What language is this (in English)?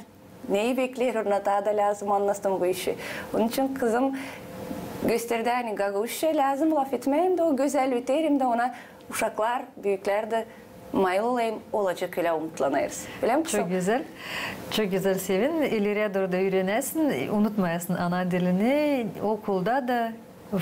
Gagauz